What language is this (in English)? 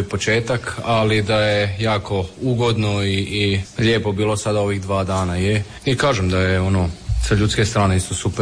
Croatian